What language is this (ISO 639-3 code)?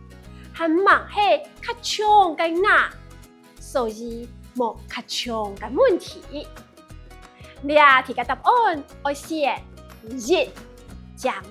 hak